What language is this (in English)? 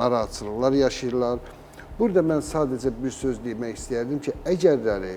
Azerbaijani